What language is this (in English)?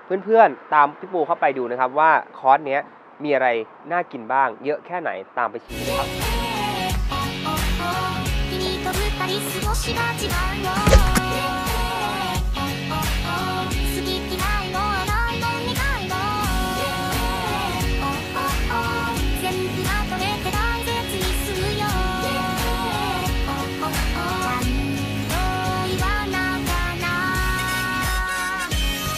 Thai